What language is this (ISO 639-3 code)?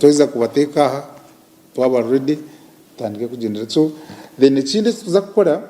nyn